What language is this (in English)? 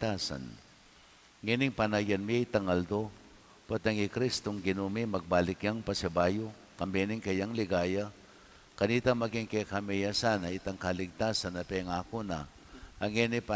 Pampanga